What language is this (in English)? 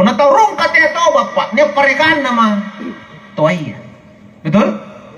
Makasar